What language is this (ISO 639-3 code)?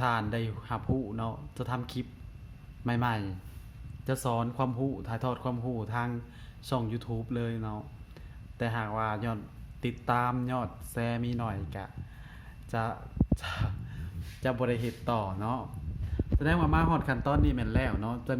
lao